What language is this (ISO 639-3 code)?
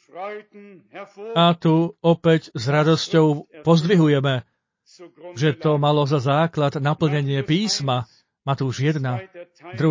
slk